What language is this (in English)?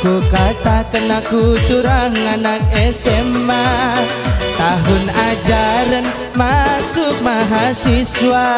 Batak Karo